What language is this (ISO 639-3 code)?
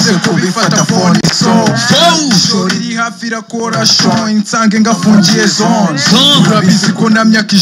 kin